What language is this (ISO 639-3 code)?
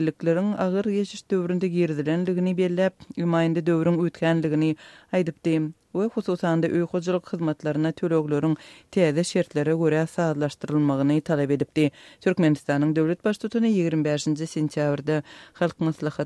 tuk